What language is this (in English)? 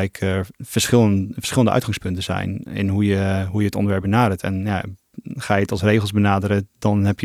Dutch